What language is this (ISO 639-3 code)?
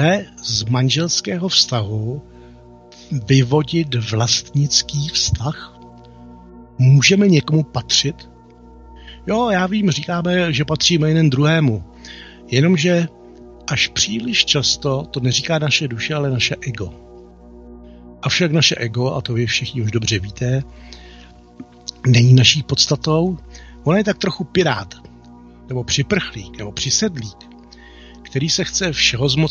ces